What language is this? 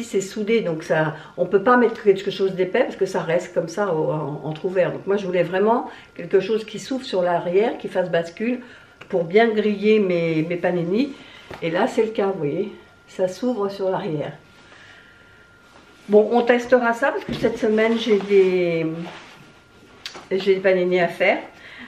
French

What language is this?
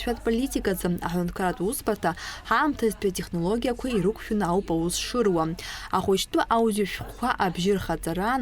Abkhazian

